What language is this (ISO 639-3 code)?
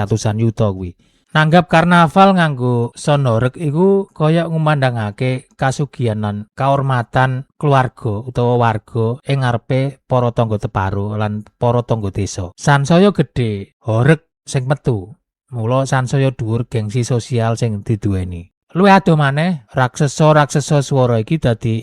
jav